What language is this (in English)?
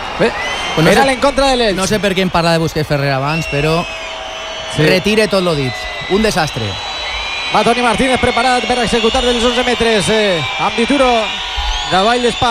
Catalan